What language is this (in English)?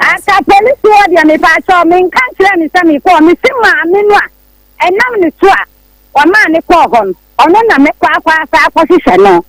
Akan